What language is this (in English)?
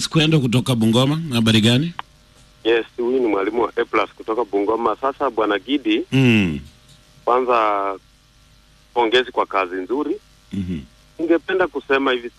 Swahili